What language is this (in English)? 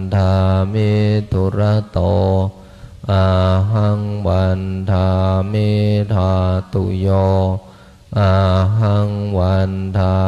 Pali